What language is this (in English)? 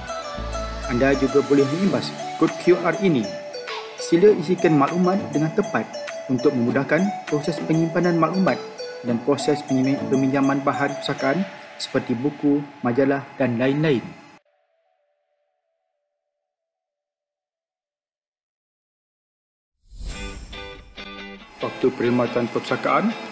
Malay